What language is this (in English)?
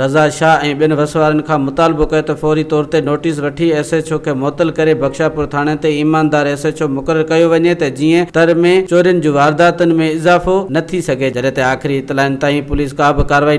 Sindhi